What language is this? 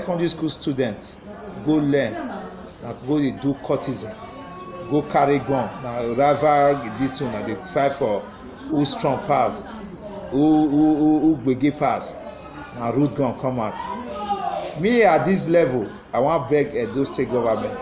Nigerian Pidgin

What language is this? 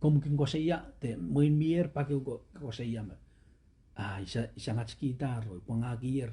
Pohnpeian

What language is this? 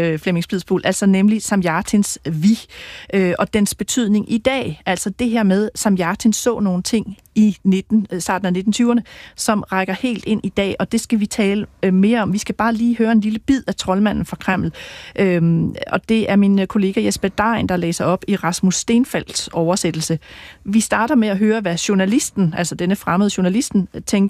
Danish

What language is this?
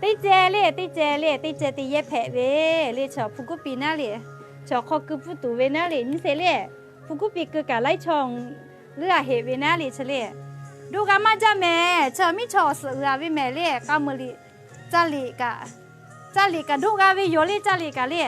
Lahu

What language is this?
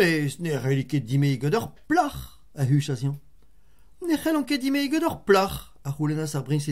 Breton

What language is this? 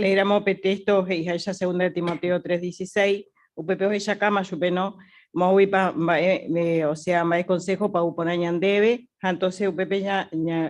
Guarani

